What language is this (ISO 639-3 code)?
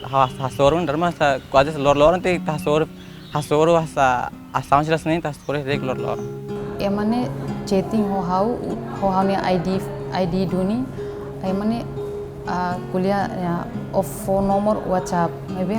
tet